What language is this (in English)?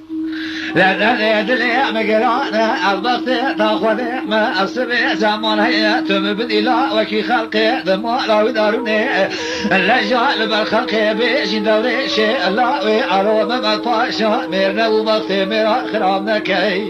Kurdish